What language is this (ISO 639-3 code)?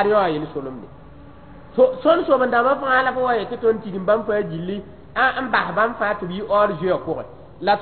mos